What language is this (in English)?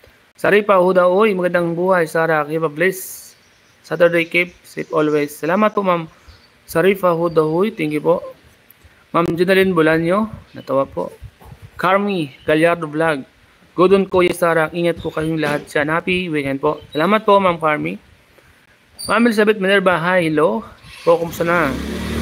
Filipino